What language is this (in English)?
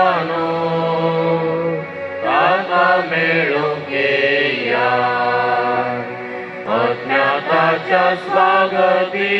Konkani